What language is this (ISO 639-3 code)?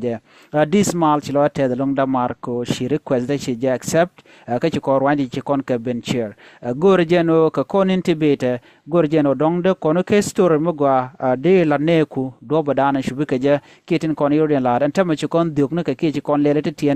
nus